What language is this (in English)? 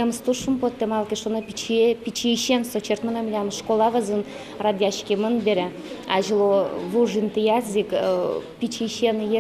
Udmurt